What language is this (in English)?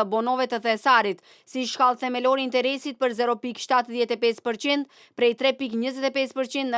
Albanian